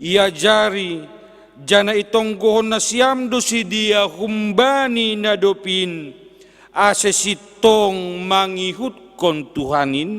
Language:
Batak Simalungun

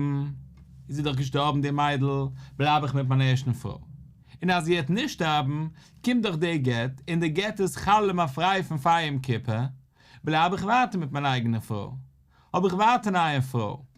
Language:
Yiddish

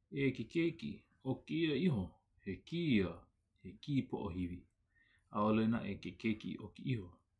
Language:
Hawaiian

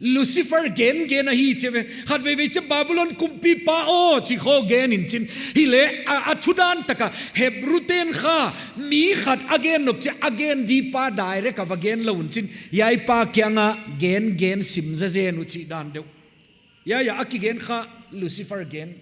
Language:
Paite Chin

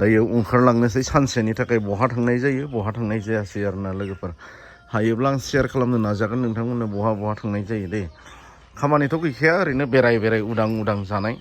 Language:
Bodo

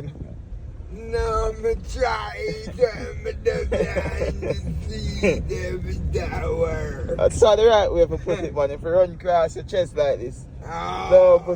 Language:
Jamaican Creole English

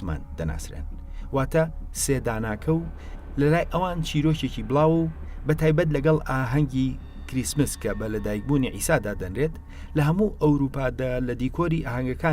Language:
Central Kurdish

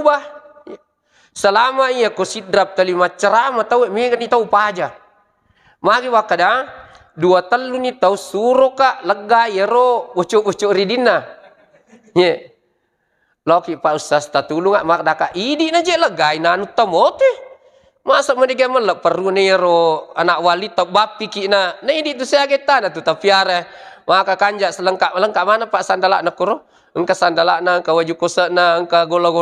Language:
Buginese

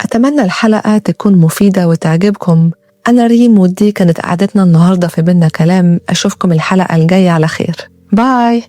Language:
Egyptian Arabic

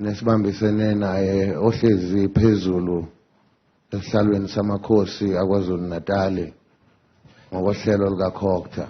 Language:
Zulu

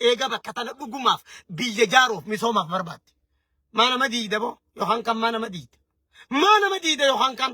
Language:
Oromo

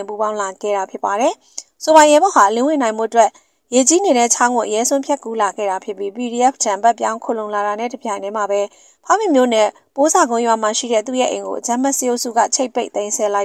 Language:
Burmese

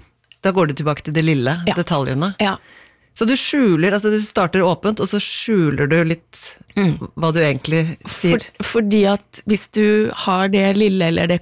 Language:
Norwegian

